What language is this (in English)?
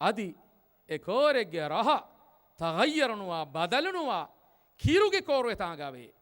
Divehi